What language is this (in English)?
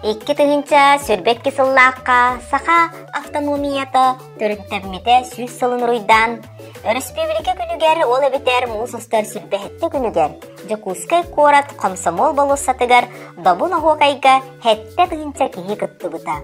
Yakut